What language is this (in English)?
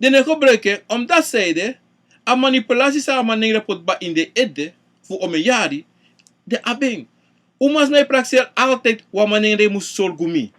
Sranan Tongo